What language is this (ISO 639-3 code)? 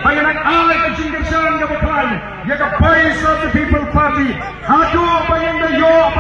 kha